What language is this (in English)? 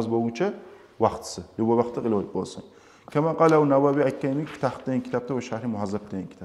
Kumyk